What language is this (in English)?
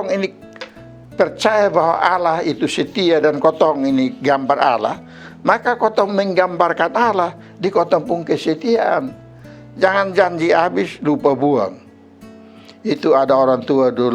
Kupang Malay